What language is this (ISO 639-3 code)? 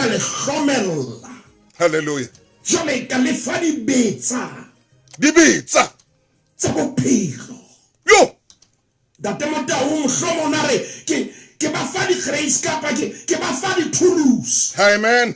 sot